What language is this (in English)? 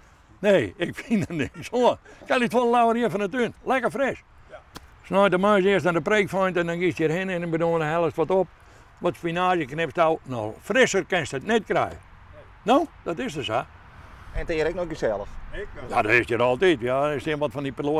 Western Frisian